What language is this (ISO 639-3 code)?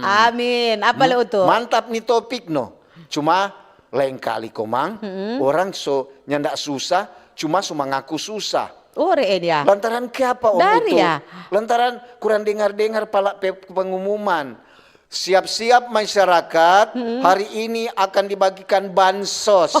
xmm